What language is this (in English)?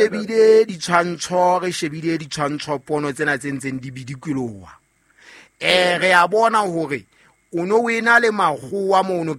Southern Sotho